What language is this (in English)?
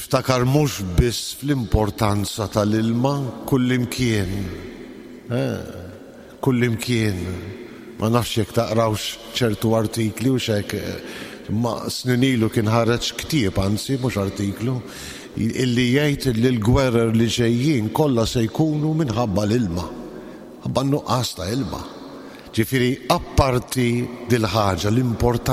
Maltese